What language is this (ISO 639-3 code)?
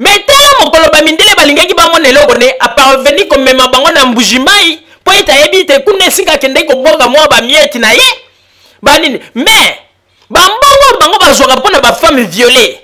lin